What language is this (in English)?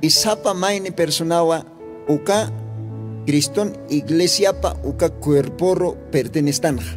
Aymara